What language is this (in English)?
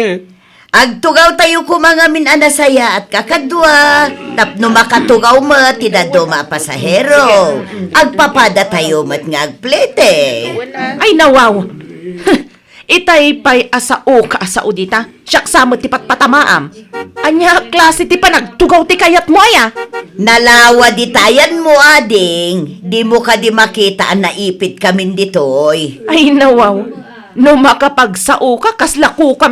Iloko